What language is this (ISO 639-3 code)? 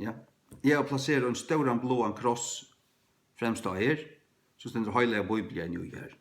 fao